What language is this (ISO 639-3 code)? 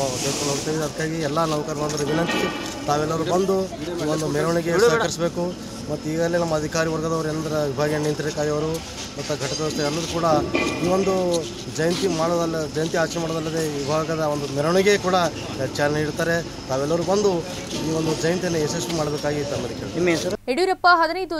kan